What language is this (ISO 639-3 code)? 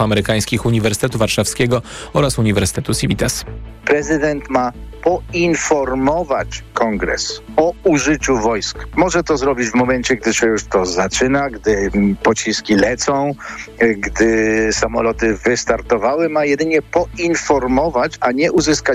pol